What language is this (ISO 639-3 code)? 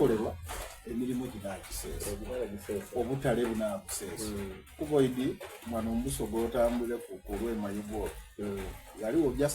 xog